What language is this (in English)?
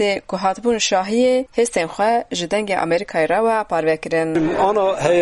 Kurdish